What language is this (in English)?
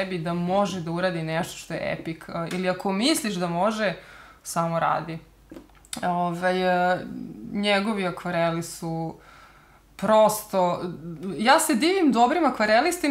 Serbian